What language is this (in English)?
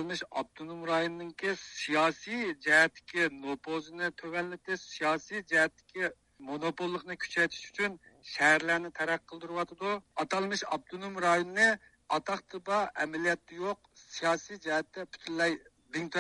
Uyghur